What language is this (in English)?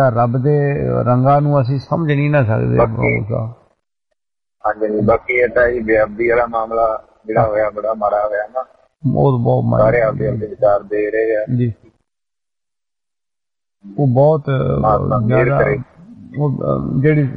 Punjabi